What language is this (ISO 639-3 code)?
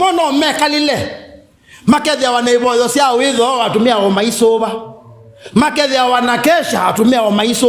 kam